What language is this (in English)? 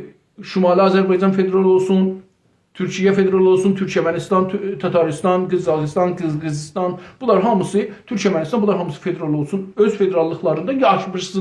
South Azerbaijani